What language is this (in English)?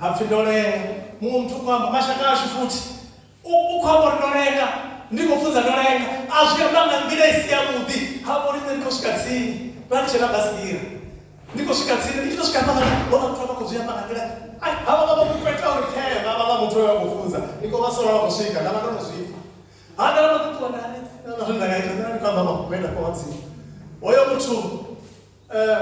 Venda